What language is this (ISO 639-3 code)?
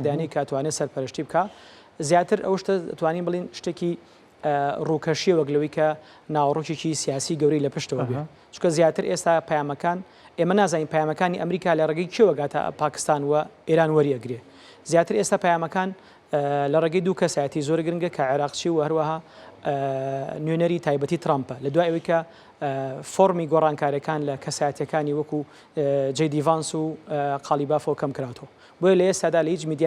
ckb